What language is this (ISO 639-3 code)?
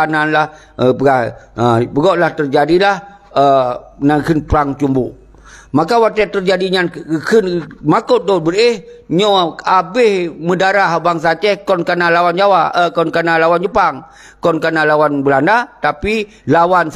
ace